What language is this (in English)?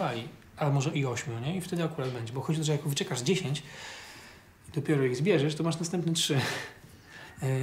Polish